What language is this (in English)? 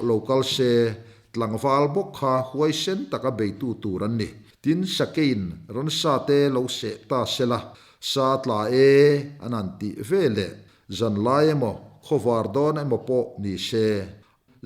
Mizo